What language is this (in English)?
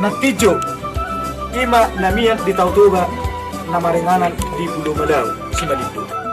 Batak Toba